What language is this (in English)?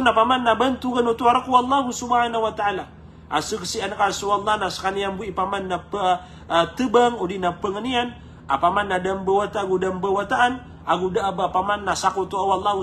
Maranao